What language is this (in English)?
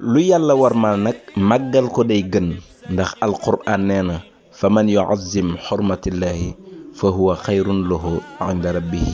Wolof